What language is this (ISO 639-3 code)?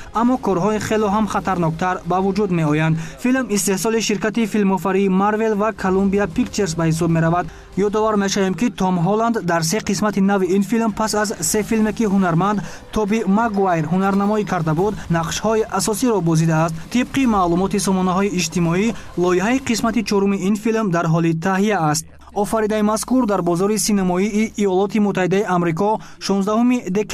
tgk